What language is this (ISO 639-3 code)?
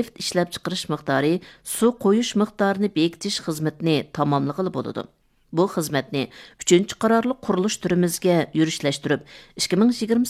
uig